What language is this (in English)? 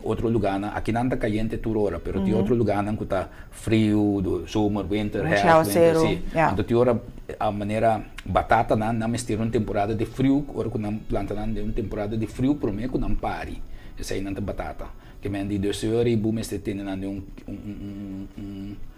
Papiamento